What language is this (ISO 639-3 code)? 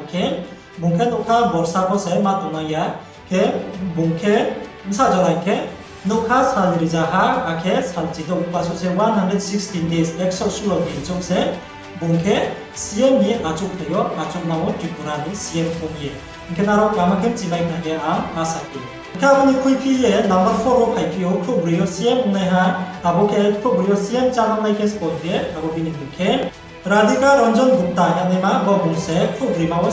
ria